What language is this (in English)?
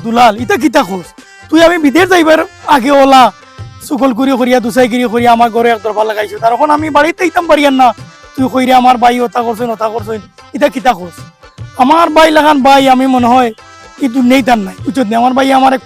Sylheti